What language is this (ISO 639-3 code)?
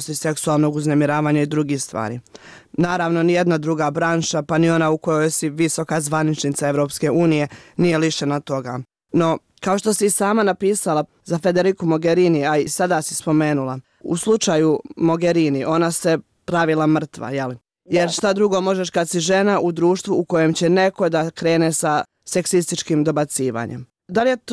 srp